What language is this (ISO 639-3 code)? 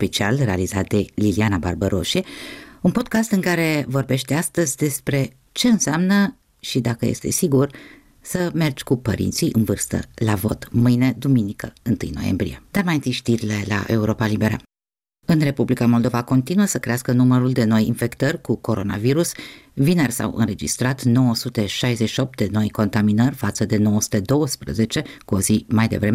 ron